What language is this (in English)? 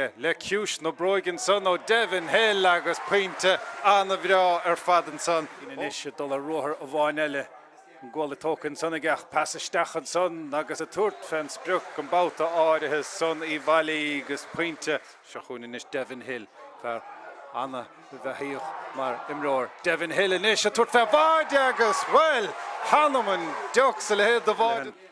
Irish